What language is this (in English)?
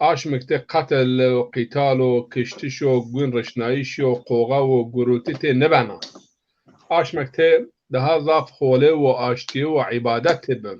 Zaza